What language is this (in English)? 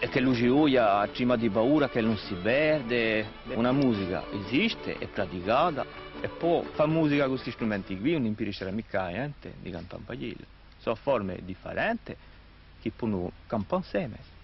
Corsican